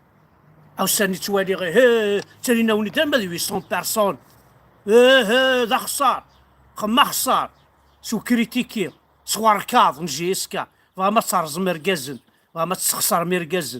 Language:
Kabyle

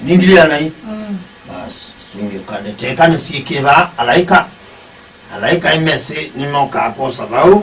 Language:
Kamba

